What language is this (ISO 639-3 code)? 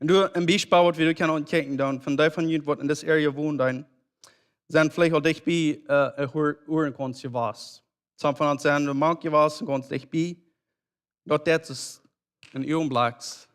pdt